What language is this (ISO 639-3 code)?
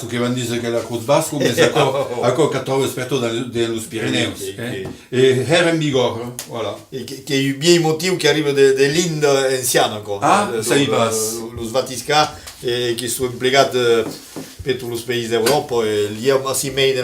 oci